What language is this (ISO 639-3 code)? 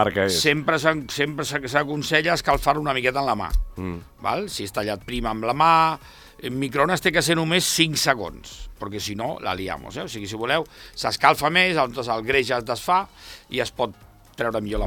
cat